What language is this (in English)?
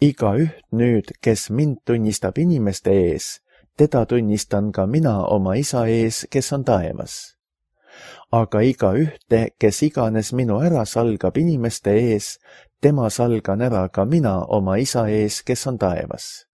Estonian